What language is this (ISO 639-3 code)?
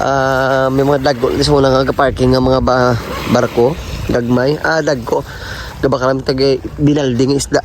hil